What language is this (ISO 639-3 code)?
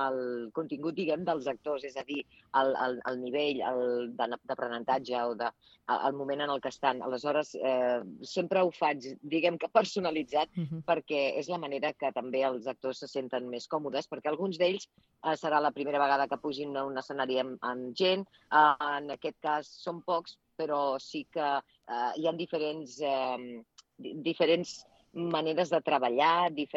cat